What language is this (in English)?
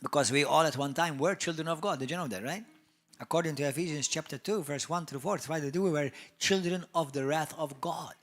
English